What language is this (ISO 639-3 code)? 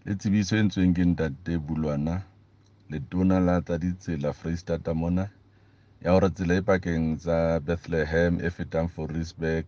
sot